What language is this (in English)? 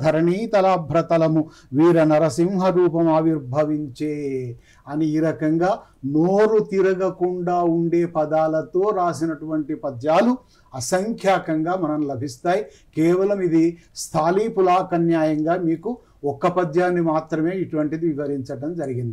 Telugu